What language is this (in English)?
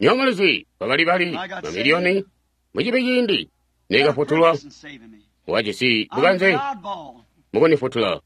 Tonga (Zambia)